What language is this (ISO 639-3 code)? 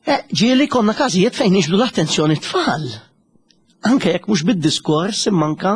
mlt